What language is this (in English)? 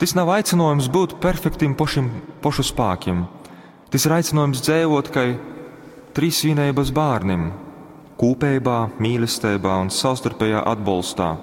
Latgalian